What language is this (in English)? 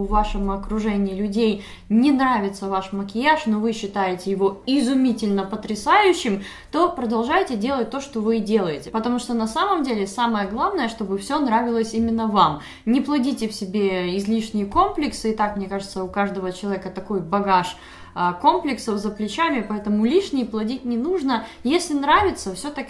Russian